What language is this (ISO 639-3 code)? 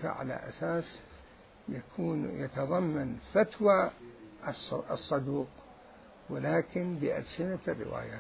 acm